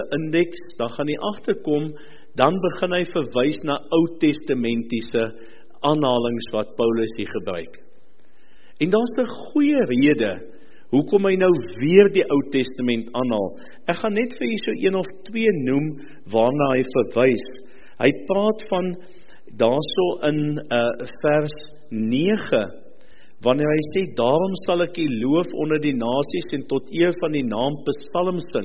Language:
Afrikaans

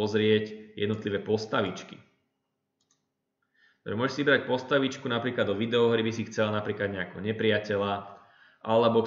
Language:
Slovak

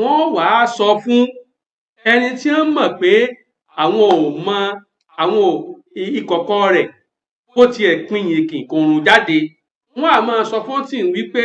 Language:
Yoruba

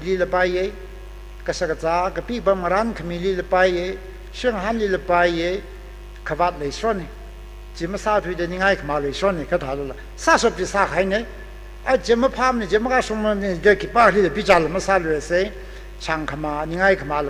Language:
Tangkhul Naga (India)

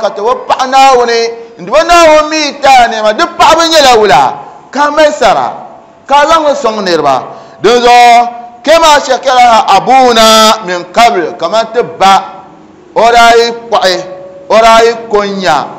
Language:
Dagbani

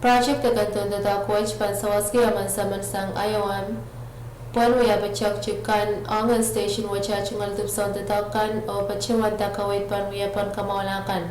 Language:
Pohnpeian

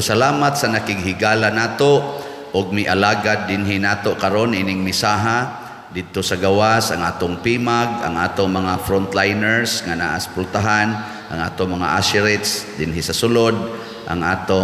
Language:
Cebuano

